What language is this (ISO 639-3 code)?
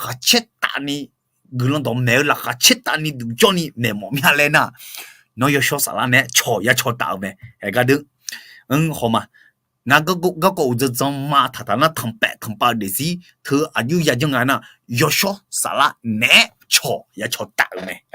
ahk